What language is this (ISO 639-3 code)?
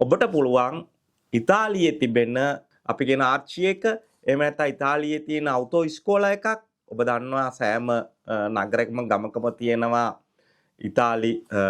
sin